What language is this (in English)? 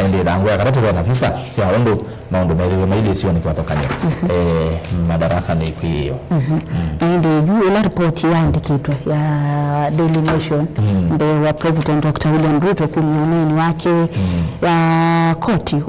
Kamba